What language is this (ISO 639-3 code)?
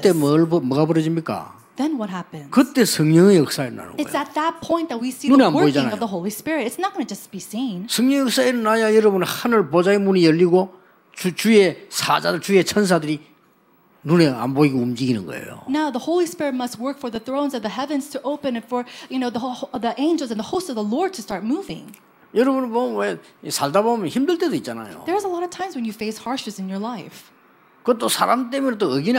kor